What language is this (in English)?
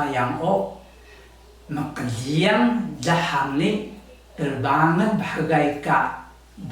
Taroko